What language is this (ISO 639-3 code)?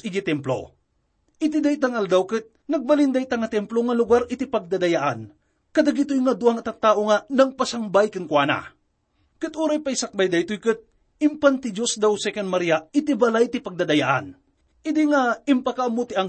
ilo